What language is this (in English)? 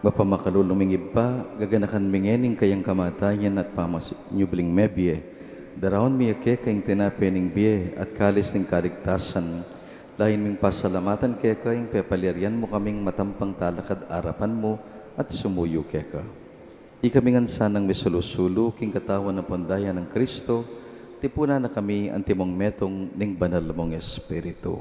Pampanga